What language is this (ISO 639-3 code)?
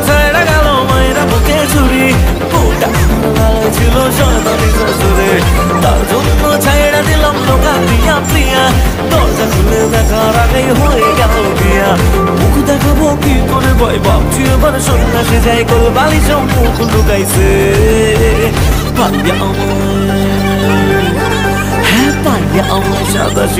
ben